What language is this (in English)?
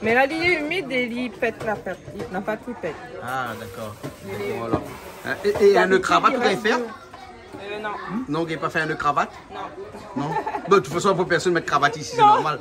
Réunion Creole French